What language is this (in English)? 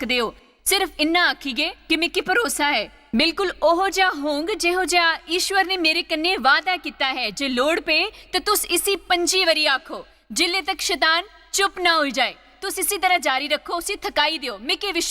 Dogri